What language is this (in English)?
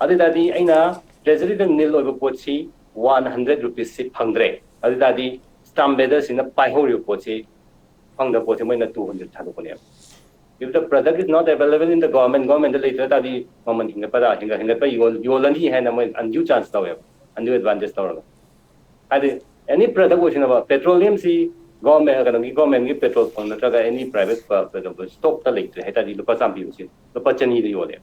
Manipuri